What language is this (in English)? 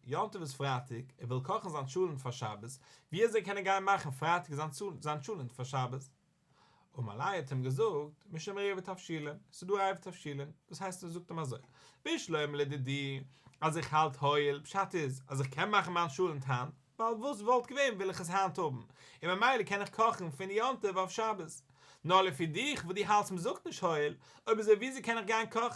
Yiddish